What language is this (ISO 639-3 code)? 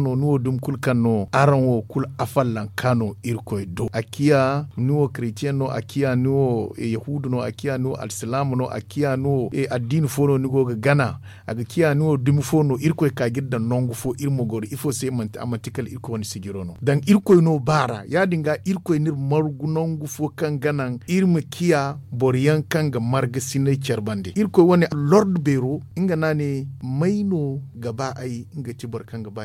dje